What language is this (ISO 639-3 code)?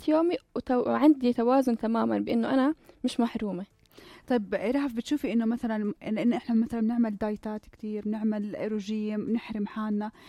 apc